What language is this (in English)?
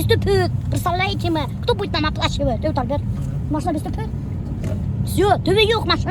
Bashkir